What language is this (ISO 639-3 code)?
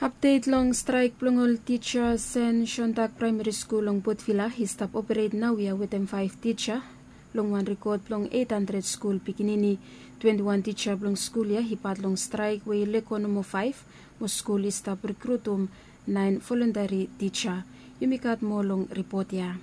bis